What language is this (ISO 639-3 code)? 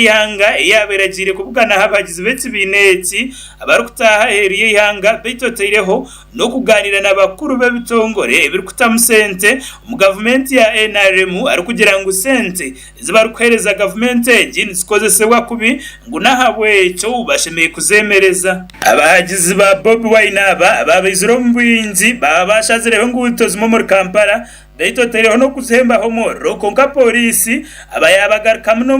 nyn